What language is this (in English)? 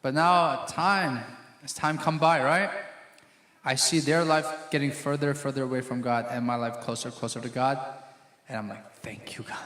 Hakha Chin